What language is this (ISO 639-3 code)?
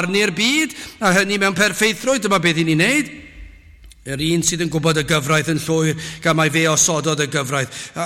cym